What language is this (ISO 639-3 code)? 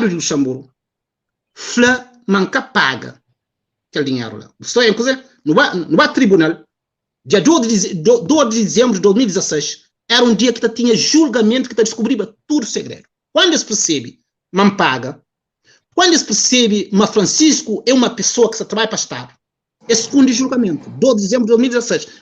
kea